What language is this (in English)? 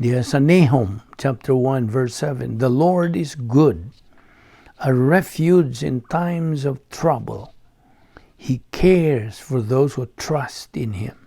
Cebuano